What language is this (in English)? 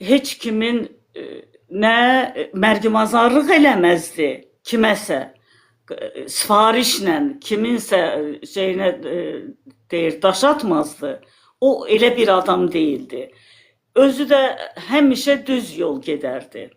Azerbaijani